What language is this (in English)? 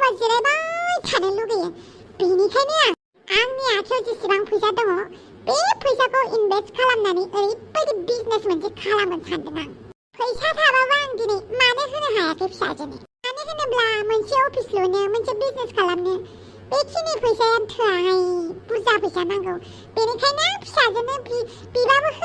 Bodo